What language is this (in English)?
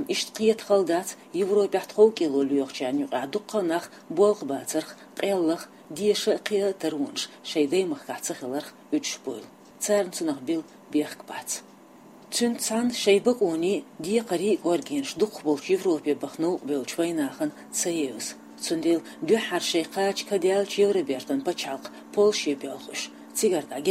Chechen